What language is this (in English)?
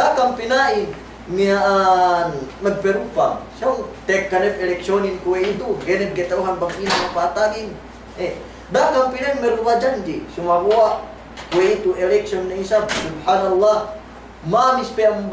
Yakan